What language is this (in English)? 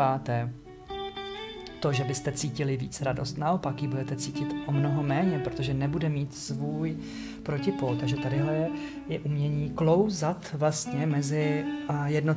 Czech